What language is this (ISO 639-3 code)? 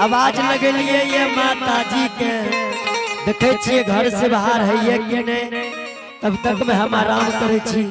anp